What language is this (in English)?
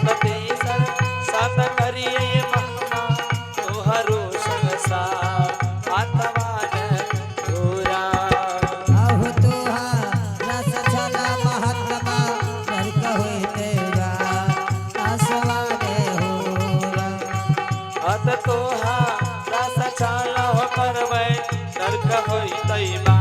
Angika